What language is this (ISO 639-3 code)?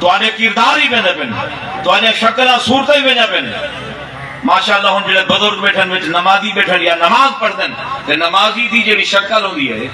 skr